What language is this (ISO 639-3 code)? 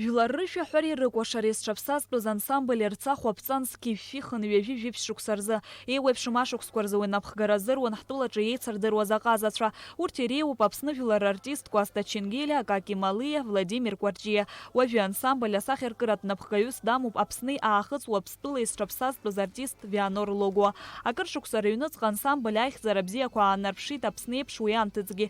abk